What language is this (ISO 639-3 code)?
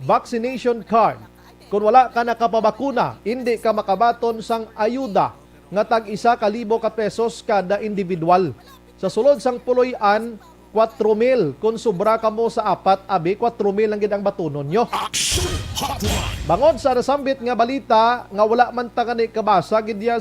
hil